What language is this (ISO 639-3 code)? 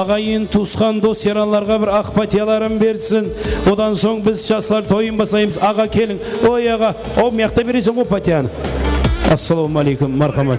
kaa